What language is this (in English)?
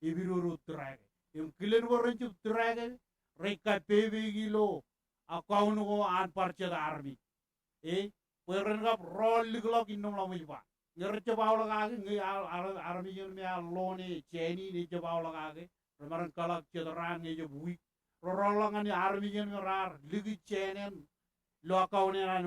Marshallese